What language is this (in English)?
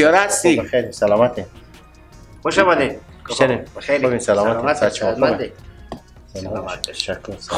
Persian